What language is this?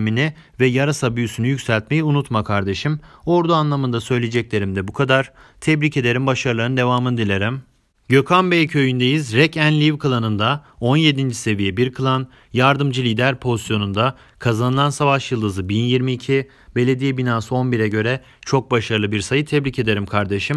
Turkish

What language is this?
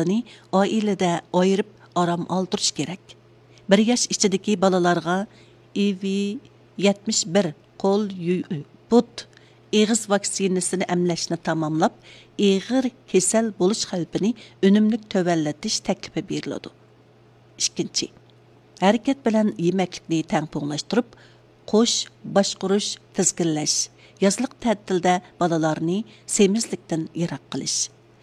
Uyghur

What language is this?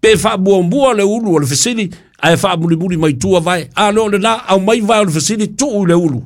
Samoan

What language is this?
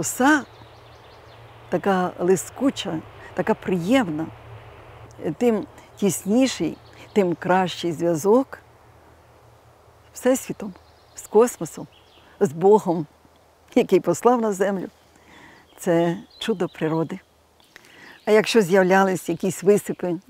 Ukrainian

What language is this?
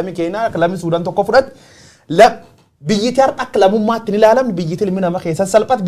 Oromo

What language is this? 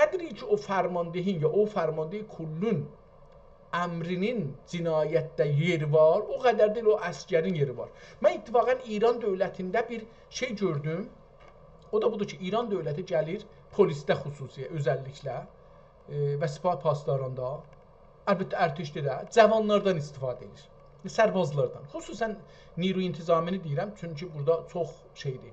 South Azerbaijani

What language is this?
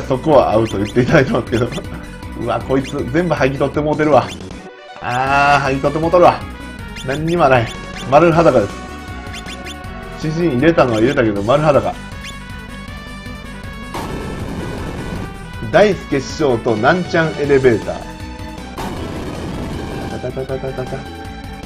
Japanese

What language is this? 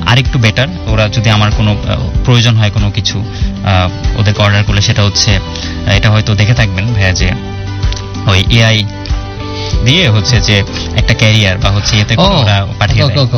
Bangla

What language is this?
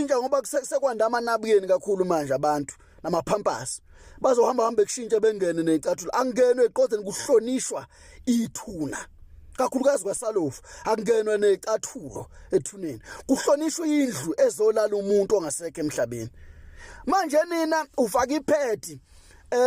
Zulu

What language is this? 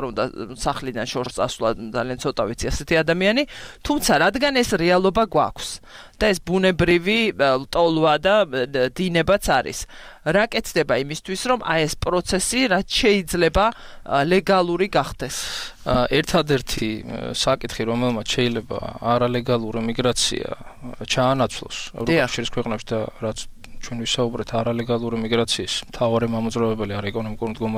Georgian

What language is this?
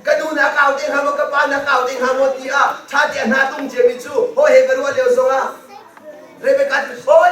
Hakha Chin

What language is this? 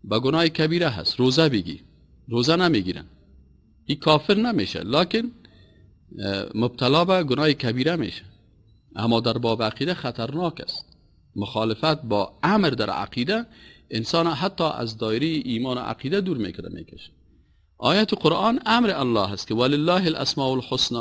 Persian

